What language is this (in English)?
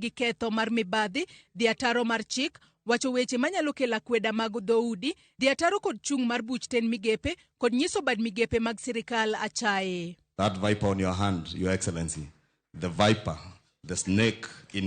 Luo (Kenya and Tanzania)